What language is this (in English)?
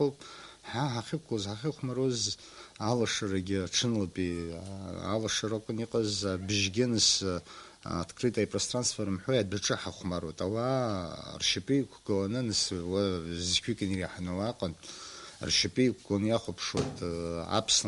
Abkhazian